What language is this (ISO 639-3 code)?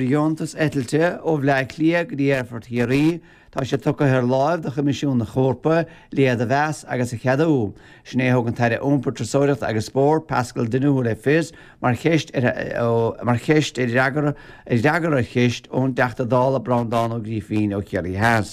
gle